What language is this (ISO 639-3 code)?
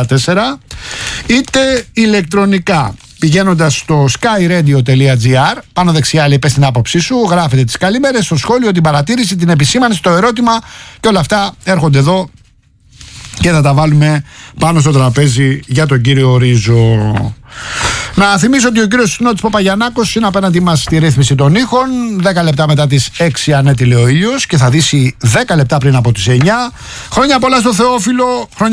ell